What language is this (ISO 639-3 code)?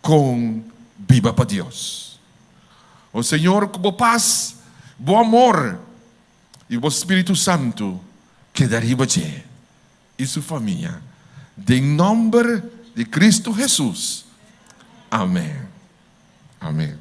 pap